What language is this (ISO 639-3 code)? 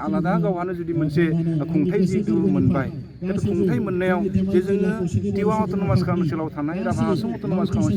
brx